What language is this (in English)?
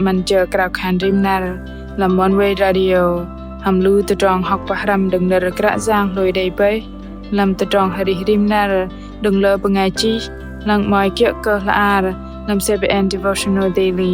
Bahnar